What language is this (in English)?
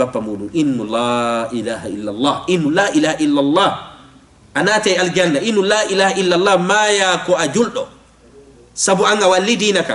Fula